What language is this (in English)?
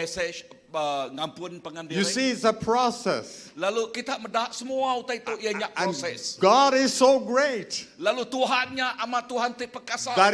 Iban